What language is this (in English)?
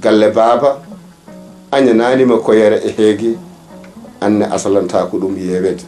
Fula